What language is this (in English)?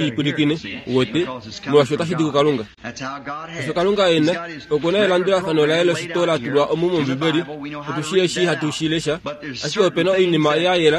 Kuanyama